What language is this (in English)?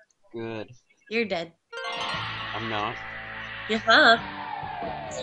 English